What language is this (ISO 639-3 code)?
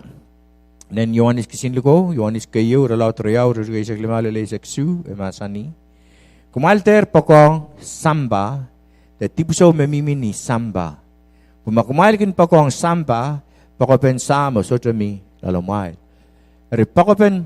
pon